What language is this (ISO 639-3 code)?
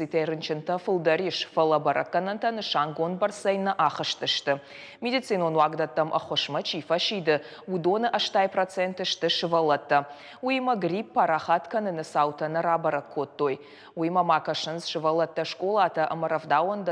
oss